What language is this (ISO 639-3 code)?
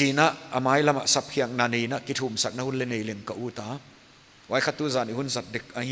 pck